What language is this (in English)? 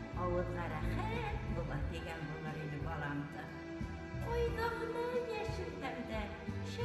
Bashkir